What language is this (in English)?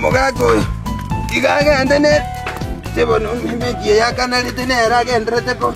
Gusii